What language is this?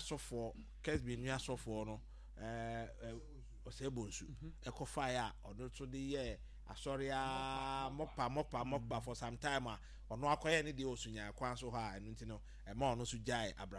Akan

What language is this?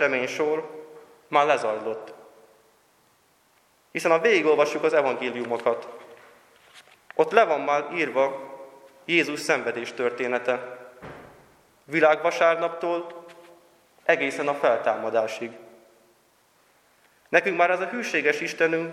Hungarian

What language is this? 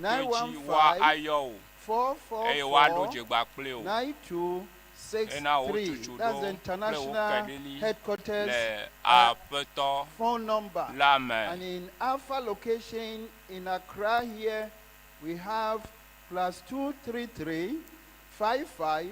Ewe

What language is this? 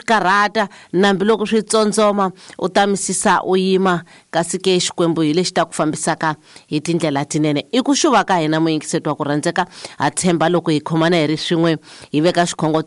Tsonga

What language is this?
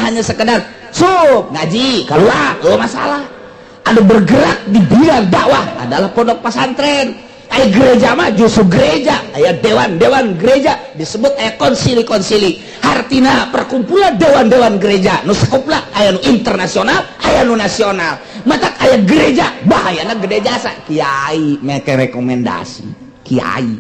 Sundanese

